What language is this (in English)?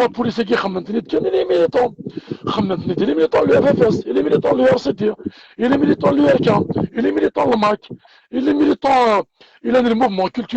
Kabyle